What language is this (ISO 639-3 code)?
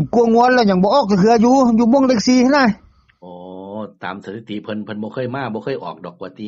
tts